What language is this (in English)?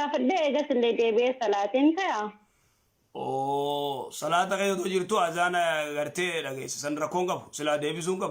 Oromo